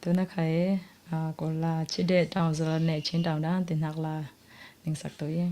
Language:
Falam Chin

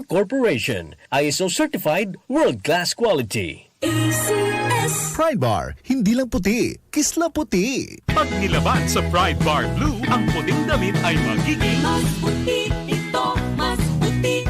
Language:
Bikol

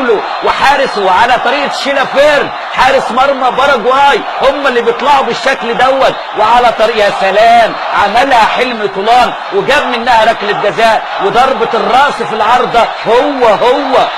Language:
Egyptian Arabic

